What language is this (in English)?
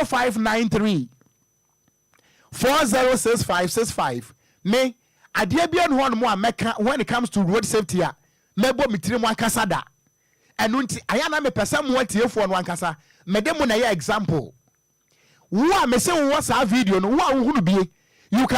Akan